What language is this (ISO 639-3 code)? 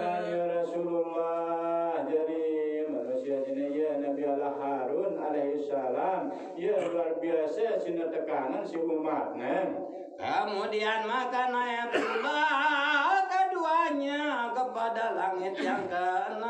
sas